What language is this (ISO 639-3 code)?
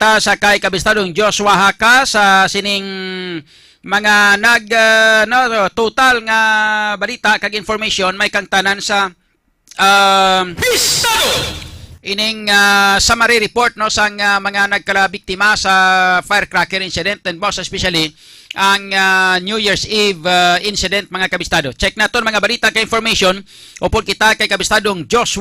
hil